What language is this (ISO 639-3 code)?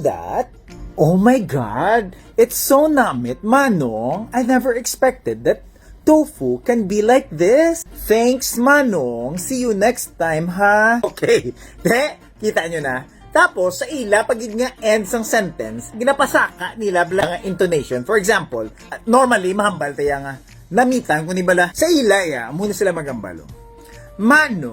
hil